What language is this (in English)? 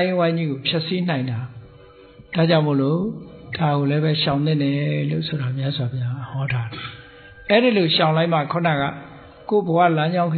Burmese